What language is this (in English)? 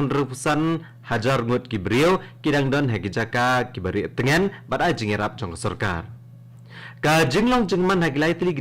Khasi